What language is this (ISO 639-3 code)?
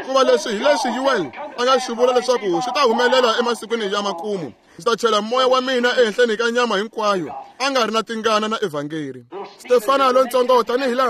tso